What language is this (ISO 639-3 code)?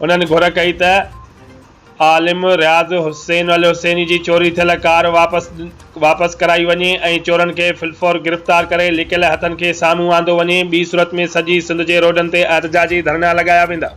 snd